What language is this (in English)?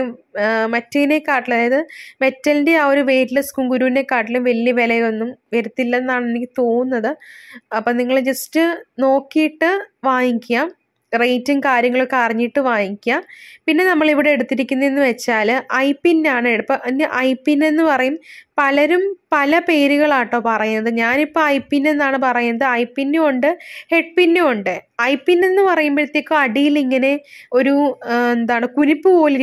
Malayalam